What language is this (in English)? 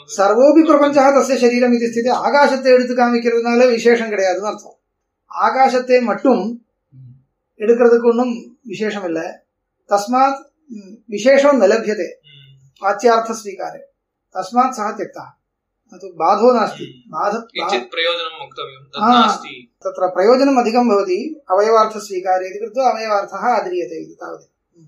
Tamil